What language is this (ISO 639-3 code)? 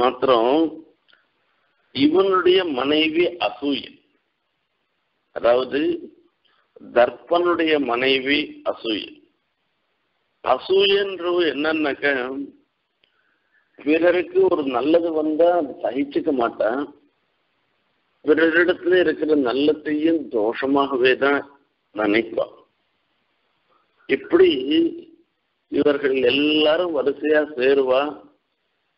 tam